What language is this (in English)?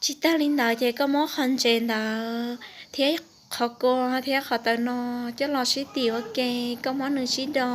Hmong